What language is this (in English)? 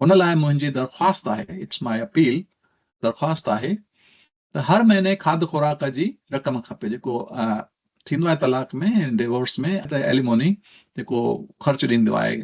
Sindhi